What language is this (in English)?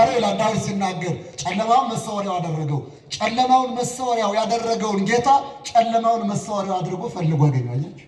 Amharic